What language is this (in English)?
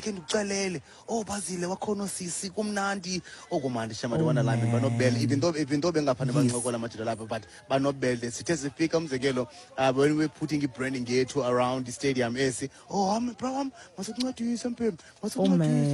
Xhosa